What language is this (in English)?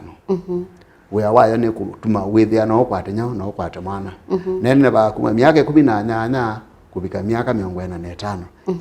Kamba